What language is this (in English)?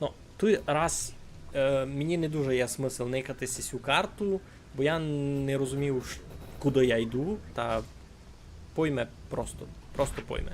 Rusyn